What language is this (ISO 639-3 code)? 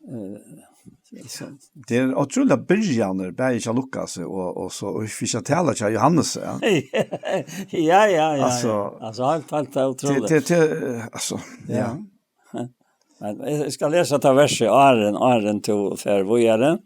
fao